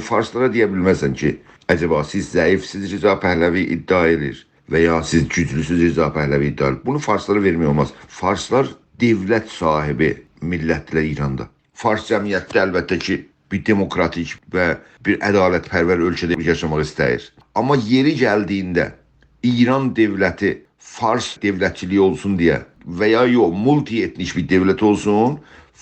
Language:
South Azerbaijani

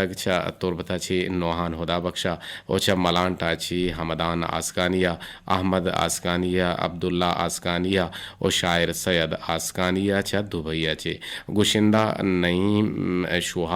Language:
Eastern Balochi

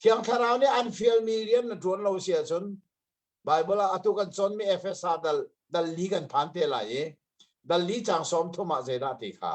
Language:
Hakha Chin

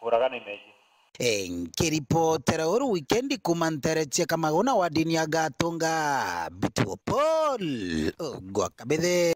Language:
Meru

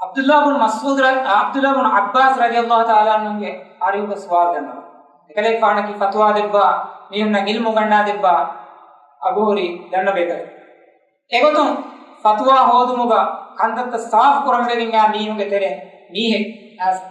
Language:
Divehi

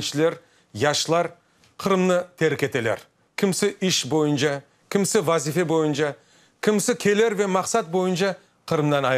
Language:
Crimean Tatar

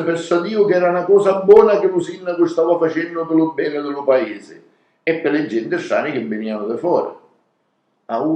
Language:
Sicilian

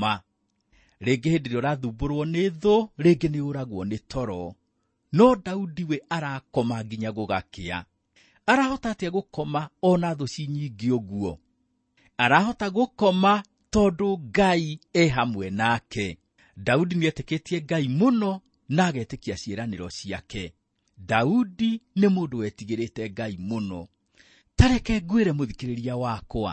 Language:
Kikuyu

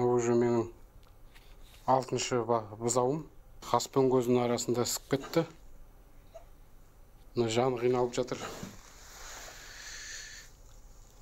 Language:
Kazakh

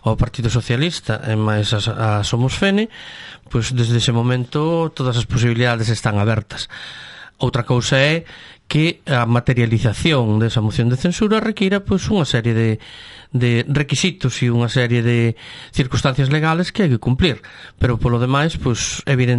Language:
Galician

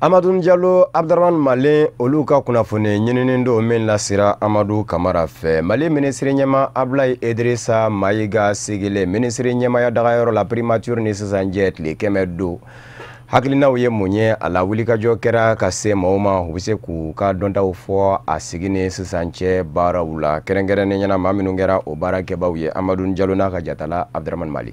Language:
Bambara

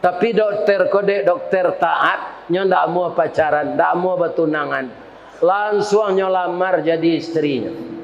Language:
Minangkabau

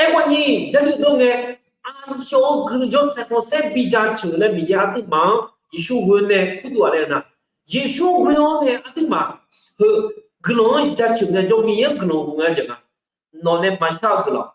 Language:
Akha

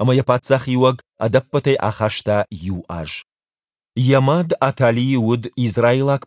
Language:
Ossetic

